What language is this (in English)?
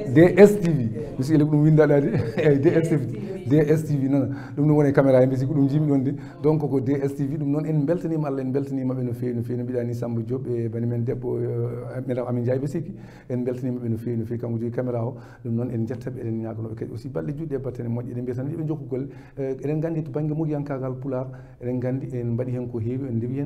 Fula